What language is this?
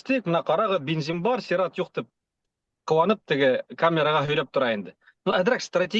Bashkir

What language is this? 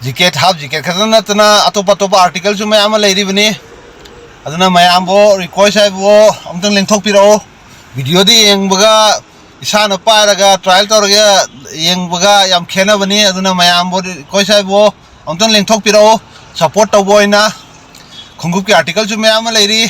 Manipuri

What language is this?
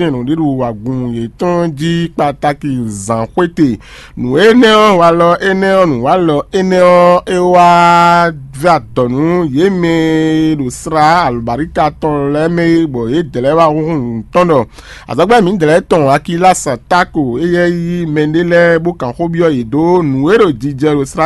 Fon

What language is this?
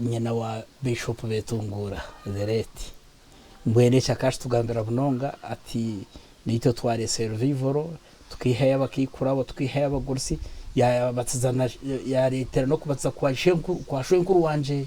Nyankole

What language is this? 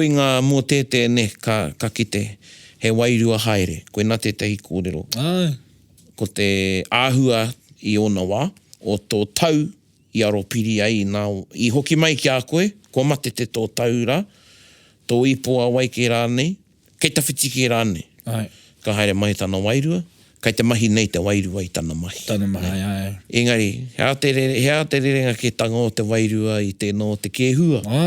Māori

